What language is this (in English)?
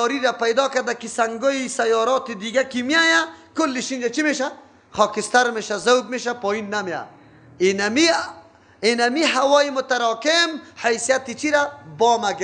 Persian